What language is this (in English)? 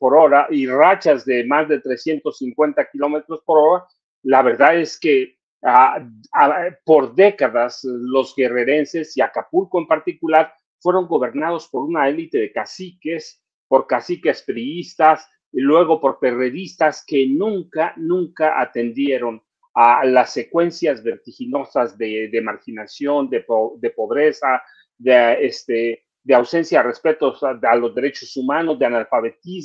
Spanish